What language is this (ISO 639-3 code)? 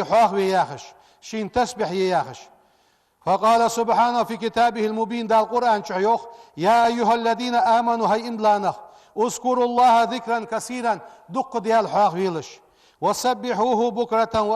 inh